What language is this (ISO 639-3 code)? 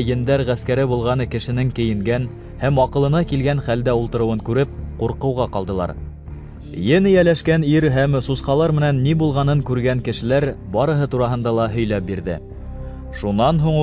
bak